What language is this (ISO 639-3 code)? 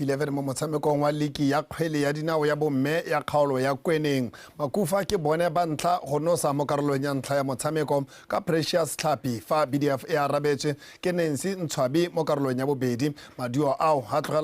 tsn